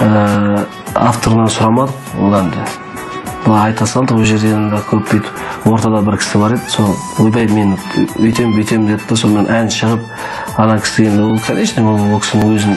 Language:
Kara-Kalpak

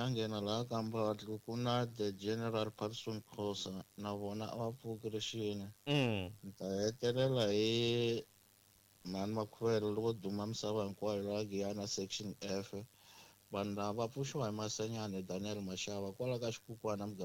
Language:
Tsonga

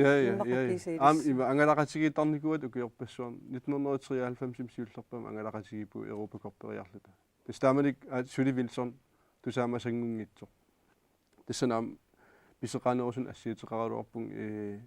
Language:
Kalaallisut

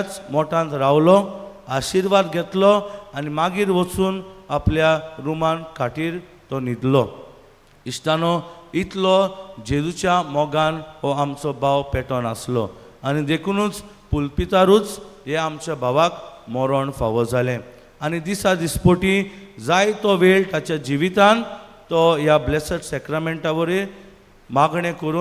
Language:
Konkani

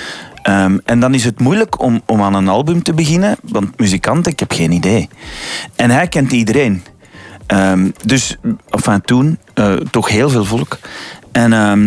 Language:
Dutch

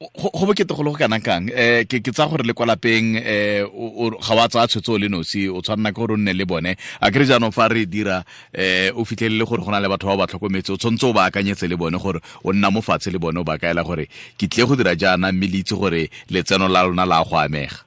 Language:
Tswana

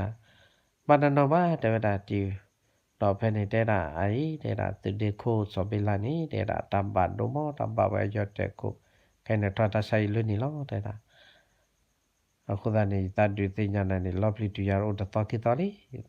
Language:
S'gaw Karen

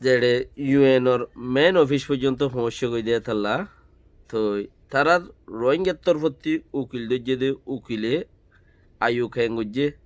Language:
Rohingya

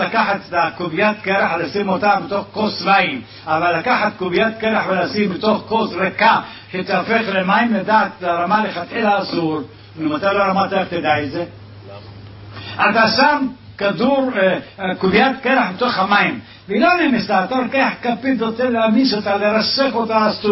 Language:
Hebrew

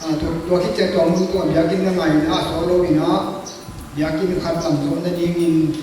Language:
Tedim Chin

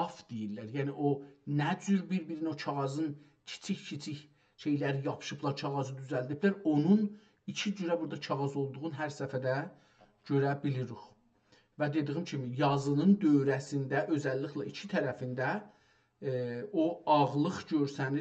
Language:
South Azerbaijani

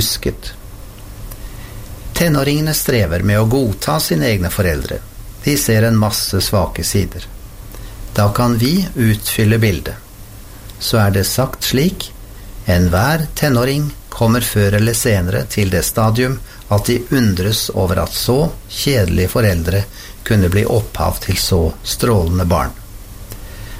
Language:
Norwegian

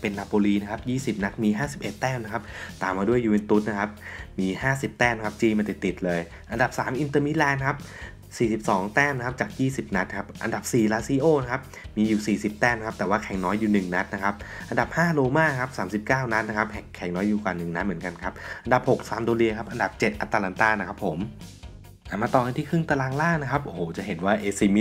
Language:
Thai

